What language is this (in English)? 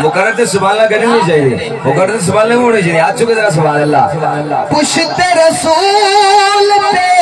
Saraiki